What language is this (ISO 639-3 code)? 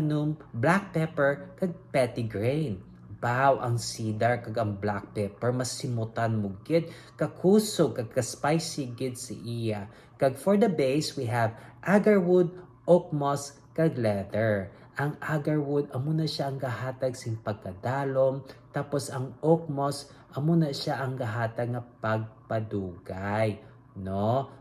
hil